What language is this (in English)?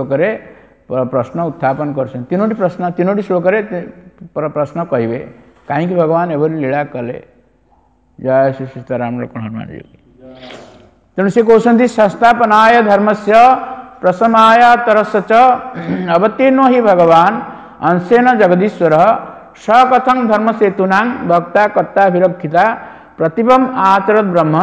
Odia